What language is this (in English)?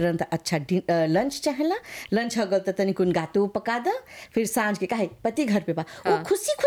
Bhojpuri